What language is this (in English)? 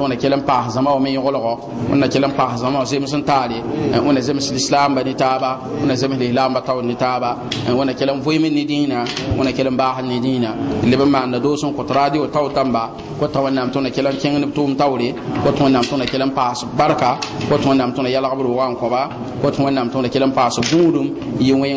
Mossi